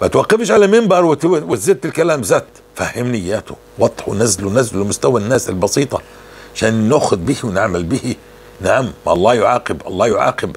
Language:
North Levantine Arabic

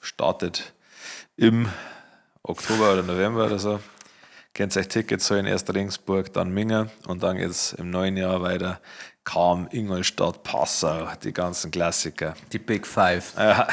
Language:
Bavarian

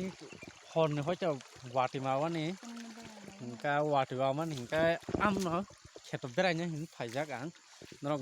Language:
Kok Borok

